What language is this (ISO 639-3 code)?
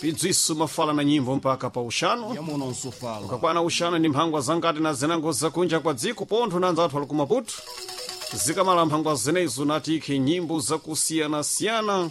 seh